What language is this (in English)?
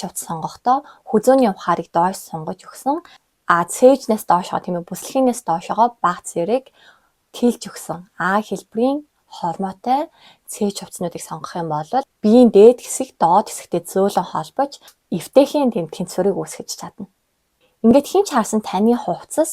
Mongolian